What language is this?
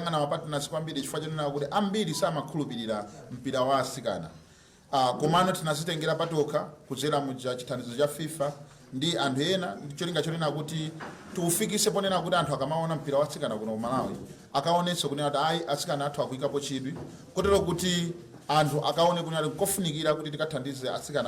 Nyanja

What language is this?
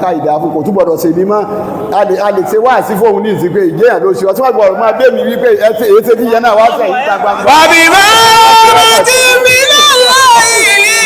Yoruba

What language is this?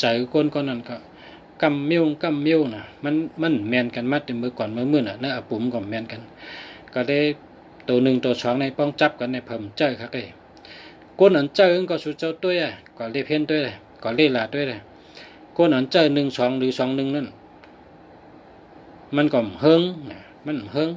Shan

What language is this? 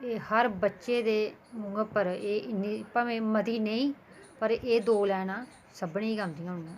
Dogri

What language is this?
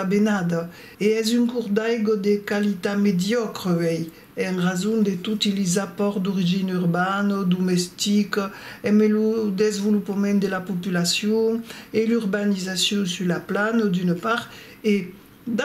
Occitan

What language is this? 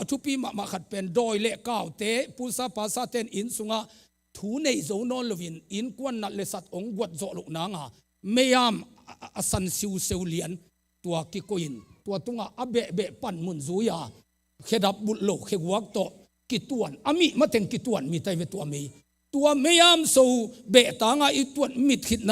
Tedim Chin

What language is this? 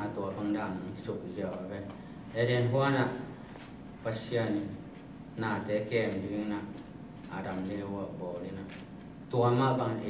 Tedim Chin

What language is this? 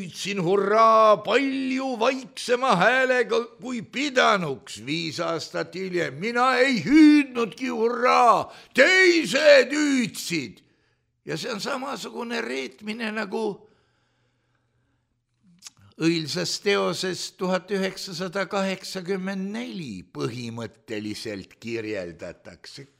Estonian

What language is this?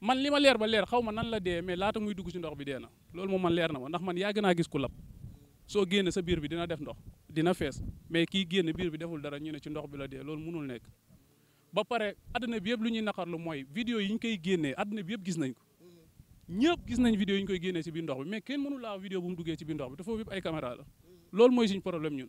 Wolof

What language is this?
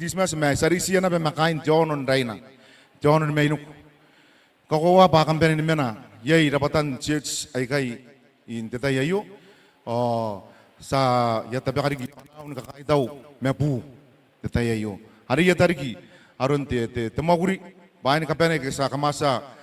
Gilbertese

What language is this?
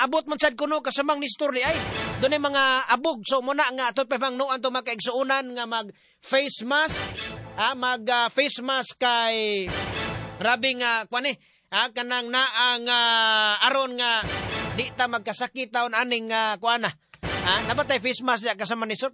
Cebuano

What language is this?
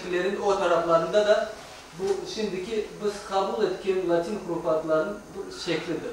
Crimean Tatar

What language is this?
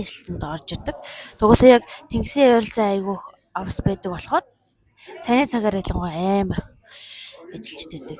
Mongolian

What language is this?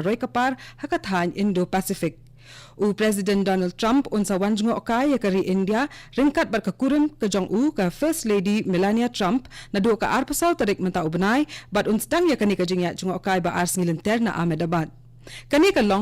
Khasi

